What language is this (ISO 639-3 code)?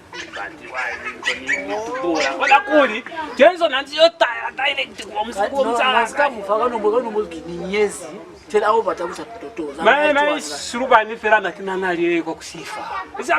loz